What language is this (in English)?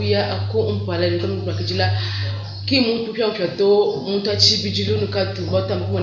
Luba-Lulua